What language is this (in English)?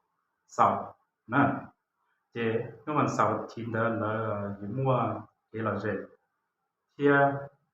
Hmong